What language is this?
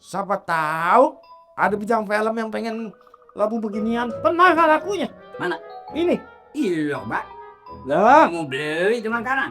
Betawi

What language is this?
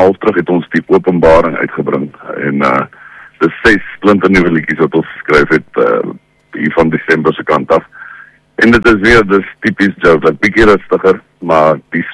Afrikaans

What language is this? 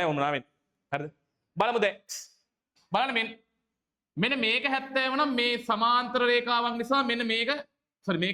Sinhala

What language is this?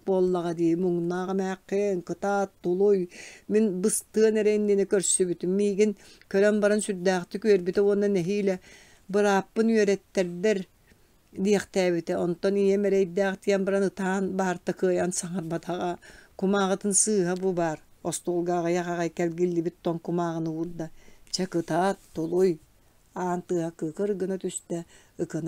Yakut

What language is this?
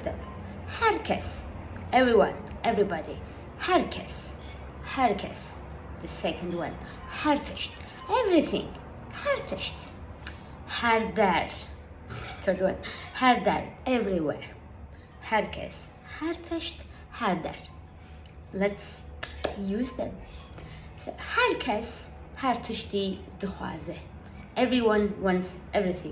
Kurdish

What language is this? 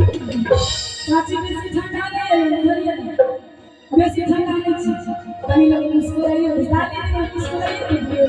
Maithili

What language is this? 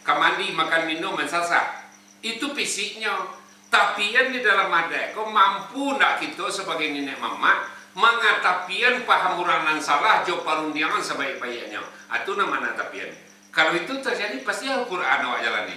Minangkabau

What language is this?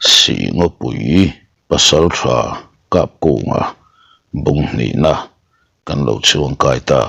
Mizo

